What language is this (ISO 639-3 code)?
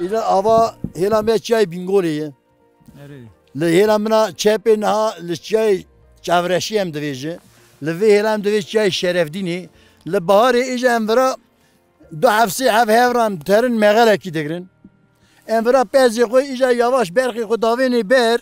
kur